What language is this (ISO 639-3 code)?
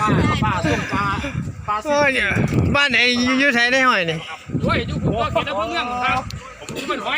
tts